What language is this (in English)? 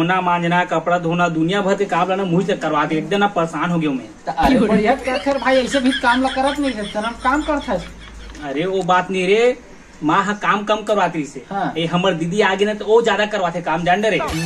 Chhattisgarhi